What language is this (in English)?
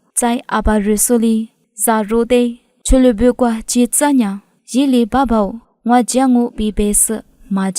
Lisu